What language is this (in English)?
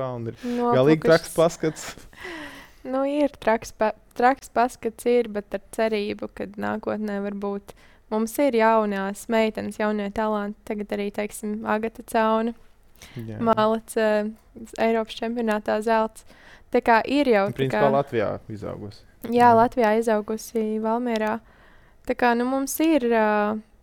Latvian